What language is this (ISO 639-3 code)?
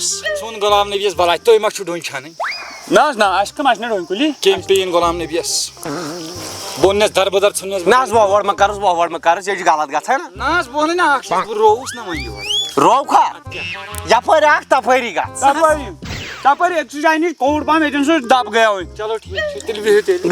kas